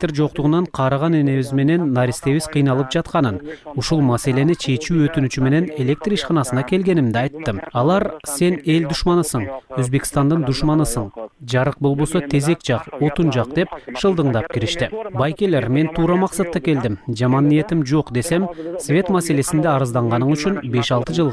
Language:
Kyrgyz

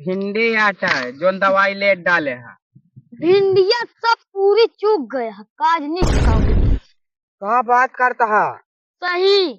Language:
Awadhi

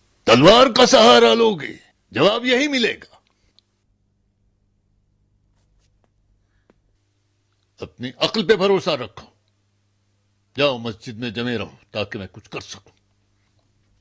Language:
Urdu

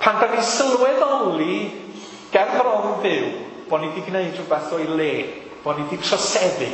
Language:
Welsh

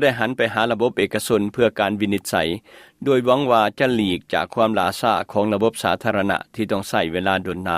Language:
Lao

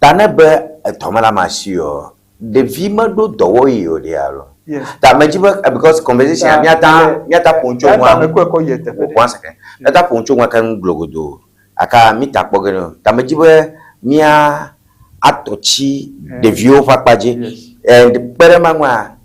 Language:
Ewe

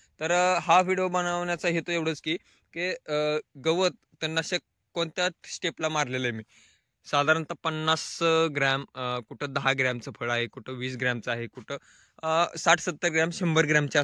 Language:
Marathi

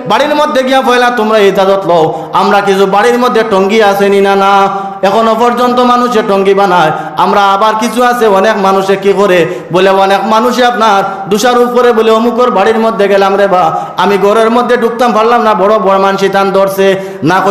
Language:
Sylheti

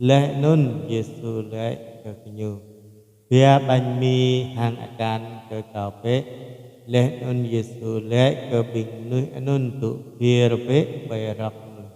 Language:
Jarai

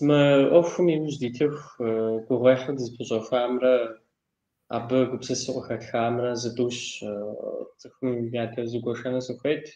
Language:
Kabardian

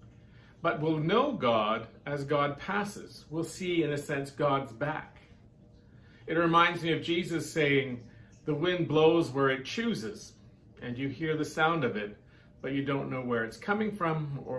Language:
English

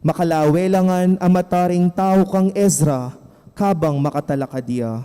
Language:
Pampanga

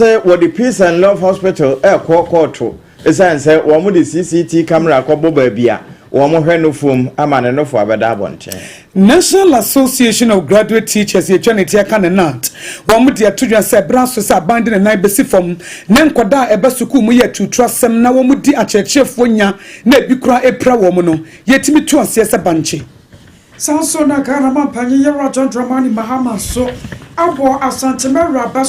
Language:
Akan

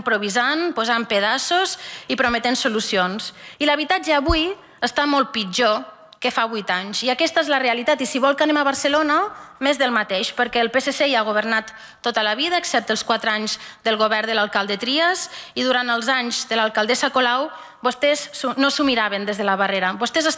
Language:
Catalan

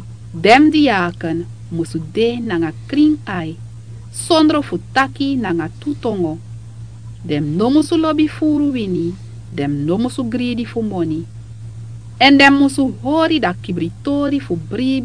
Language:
Sranan Tongo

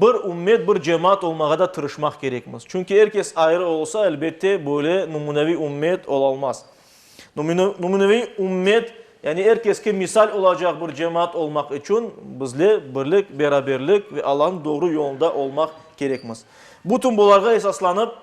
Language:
Crimean Tatar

